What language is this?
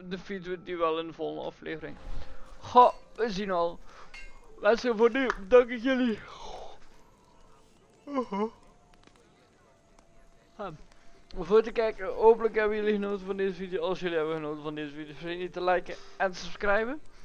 Dutch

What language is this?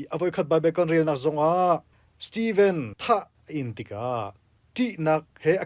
Hakha Chin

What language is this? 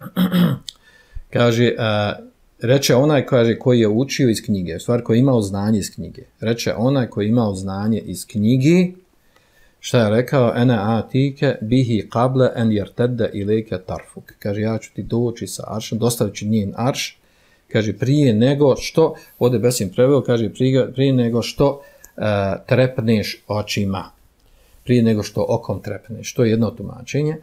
Bosnian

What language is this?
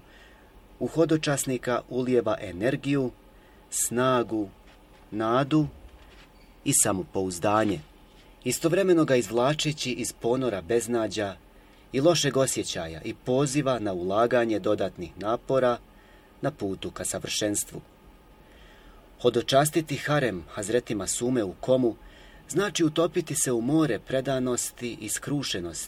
Bosnian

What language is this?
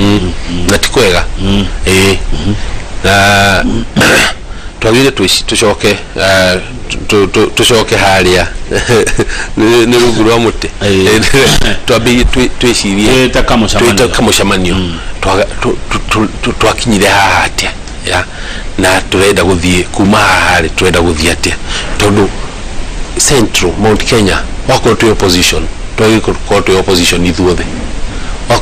Kikuyu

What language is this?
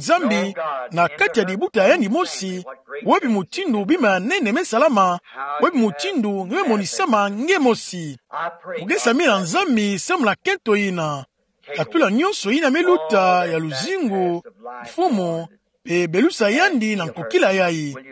Kituba (Democratic Republic of Congo)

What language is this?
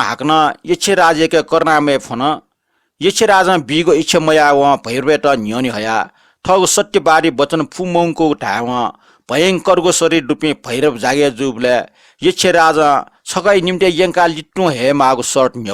Newari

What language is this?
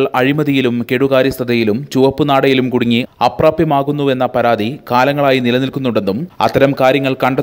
Malayalam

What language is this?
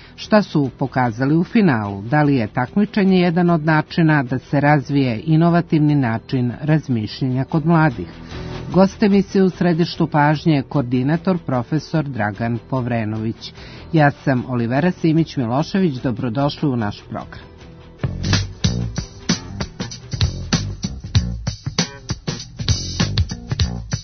Serbian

